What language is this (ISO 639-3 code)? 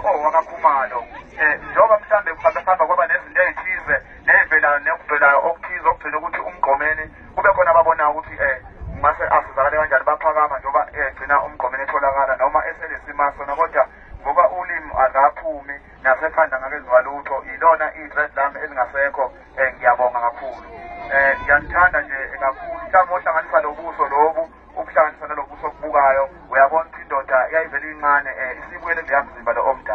zul